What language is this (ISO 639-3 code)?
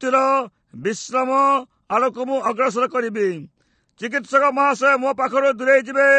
ori